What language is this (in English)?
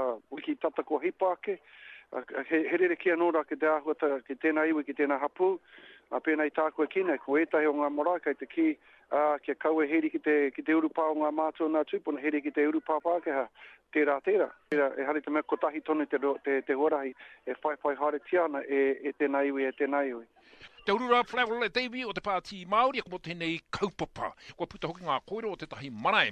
Māori